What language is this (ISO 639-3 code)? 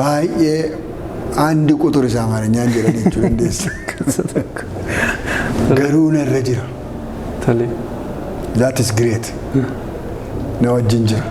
orm